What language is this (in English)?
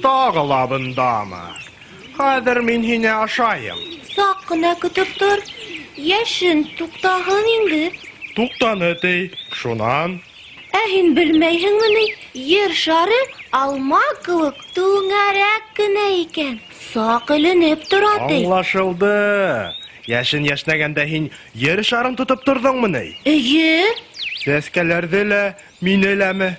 Bashkir